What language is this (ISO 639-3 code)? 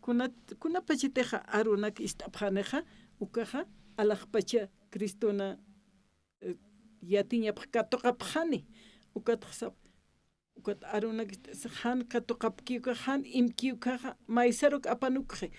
aym